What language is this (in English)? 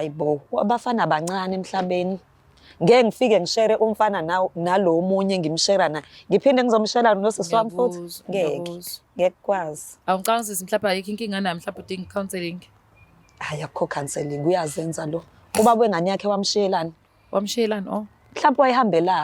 Zulu